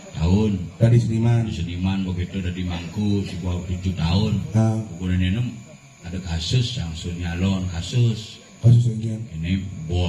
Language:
Balinese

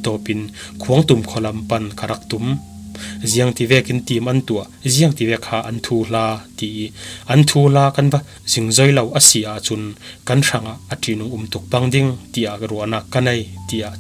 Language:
Falam Chin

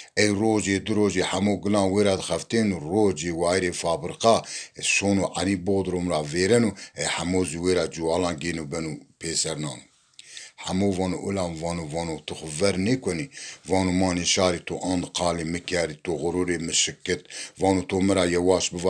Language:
Zaza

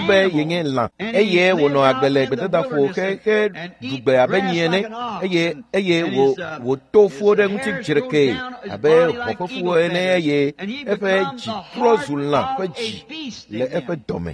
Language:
Ewe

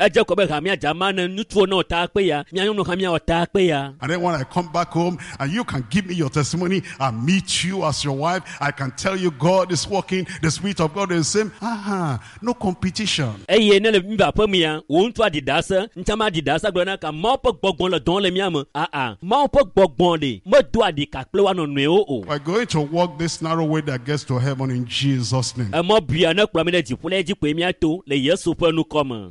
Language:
Ewe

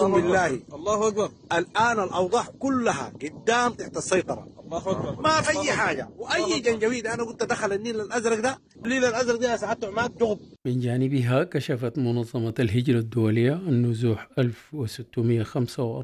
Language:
Sudanese Arabic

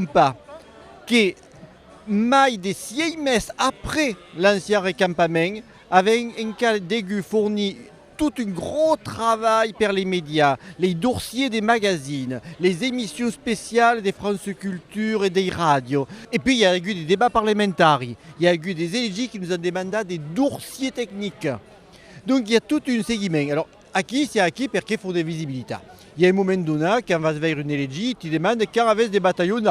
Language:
Occitan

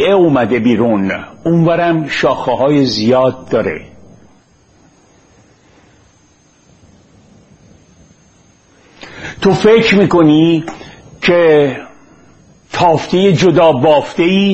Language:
Persian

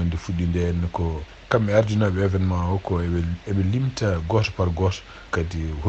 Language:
Fula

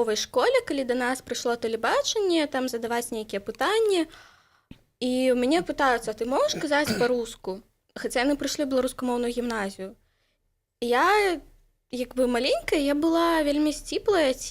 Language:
Belarusian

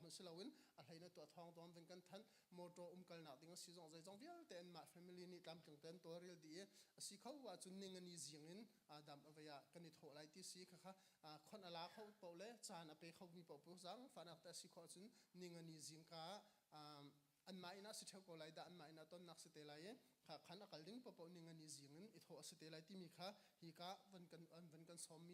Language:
Hakha Chin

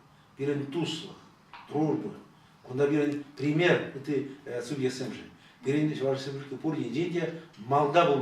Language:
Chuvash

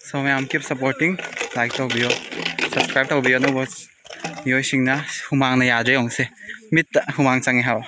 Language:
Manipuri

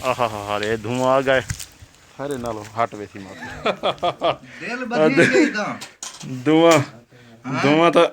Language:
Saraiki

